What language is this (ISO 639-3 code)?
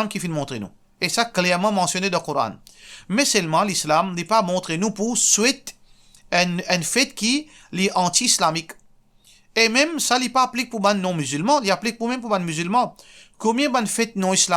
mfe